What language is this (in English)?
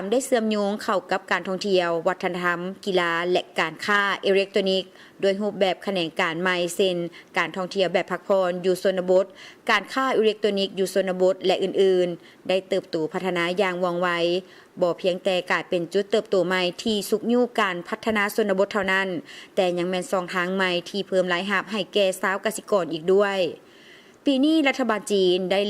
Lao